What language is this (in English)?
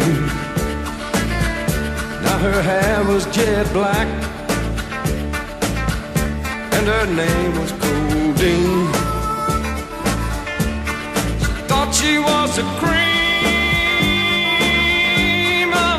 English